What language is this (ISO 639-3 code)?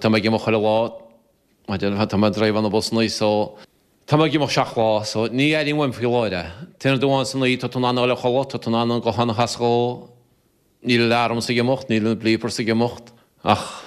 gle